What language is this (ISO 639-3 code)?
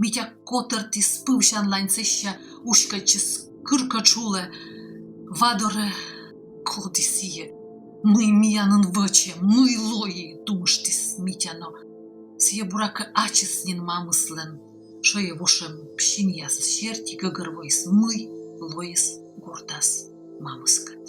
kom